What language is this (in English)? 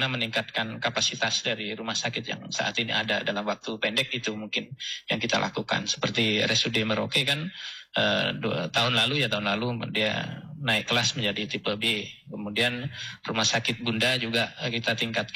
Indonesian